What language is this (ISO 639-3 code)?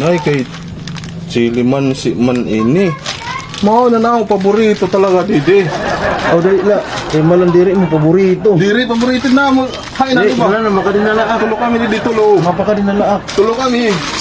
war